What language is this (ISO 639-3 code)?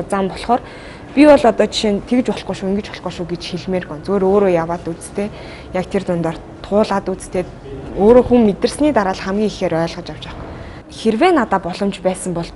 mon